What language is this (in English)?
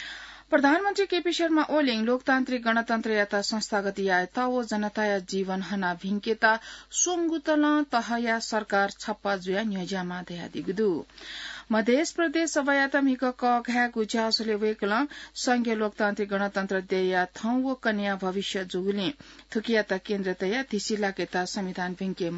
Newari